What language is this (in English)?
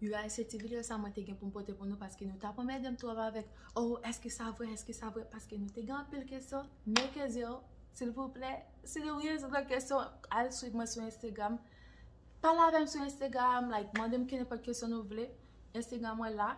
Haitian Creole